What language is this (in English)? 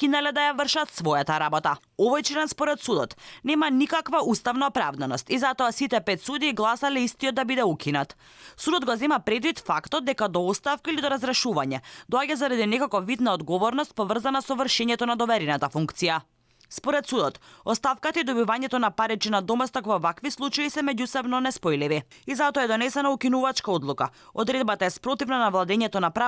Macedonian